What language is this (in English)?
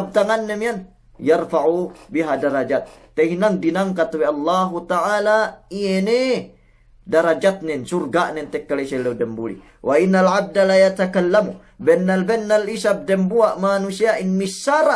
Yakan